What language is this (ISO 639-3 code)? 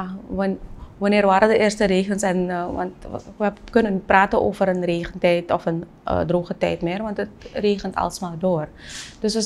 nld